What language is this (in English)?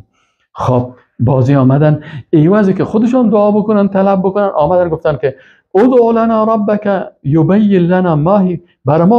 Persian